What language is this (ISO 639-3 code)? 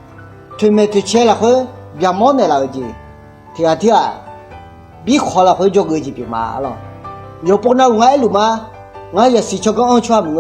ahk